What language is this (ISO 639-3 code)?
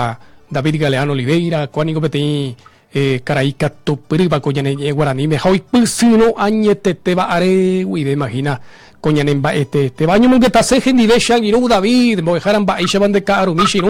grn